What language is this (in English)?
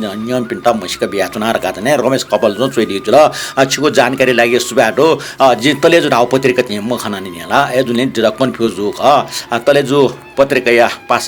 Newari